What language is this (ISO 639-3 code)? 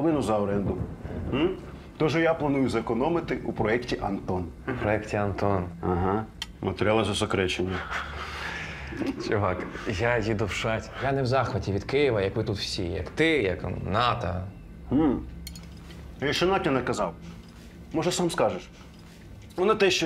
ukr